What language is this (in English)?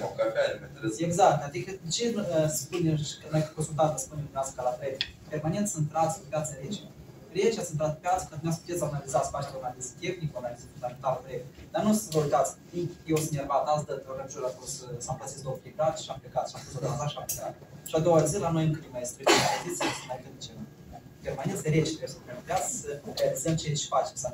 Romanian